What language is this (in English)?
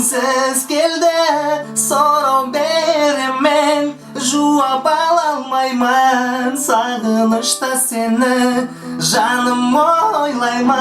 Kara-Kalpak